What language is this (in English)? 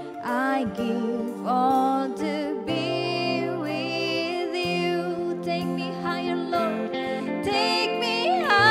Indonesian